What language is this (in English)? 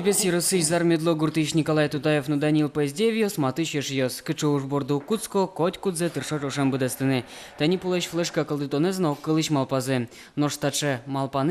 Udmurt